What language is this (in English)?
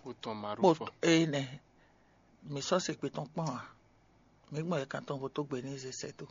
Fon